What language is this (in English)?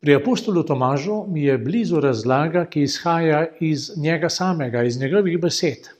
Slovenian